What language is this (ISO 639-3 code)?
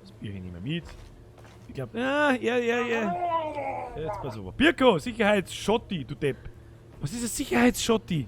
bar